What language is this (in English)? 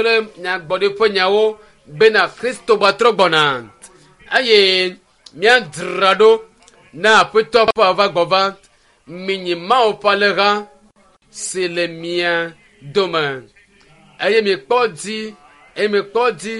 Ewe